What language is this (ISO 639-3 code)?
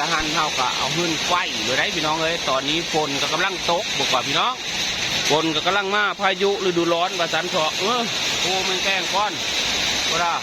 tts